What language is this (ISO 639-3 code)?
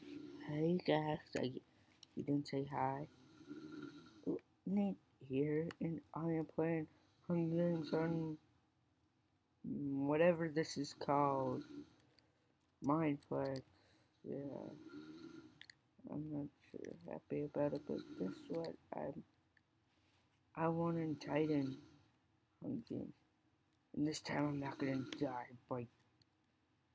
eng